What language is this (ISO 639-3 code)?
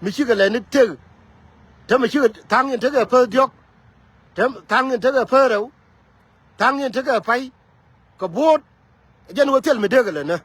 nus